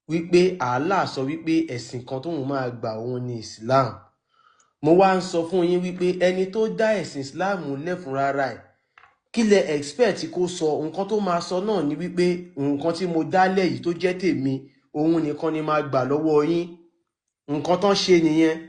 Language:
Yoruba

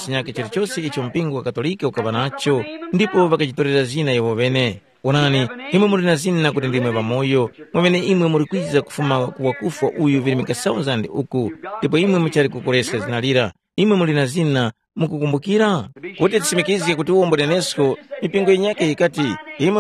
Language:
Tumbuka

